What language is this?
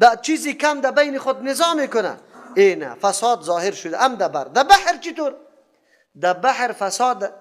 Persian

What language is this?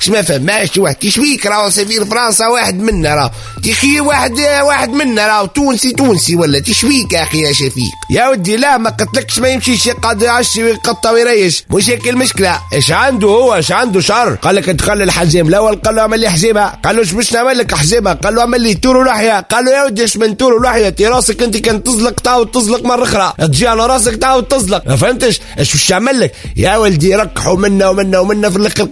Tunisian Arabic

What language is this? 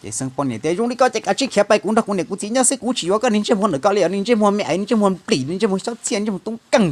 Hmong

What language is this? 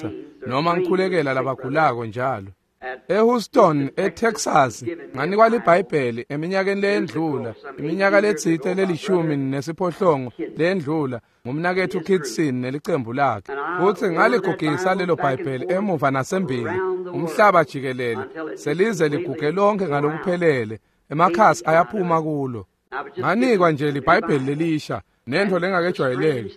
Swati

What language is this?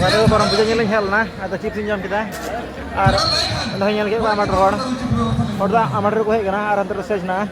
Santali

